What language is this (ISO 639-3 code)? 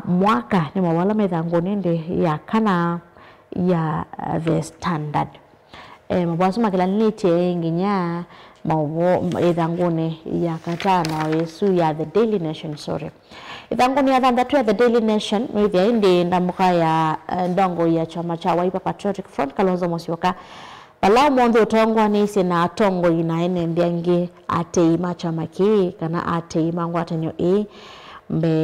kam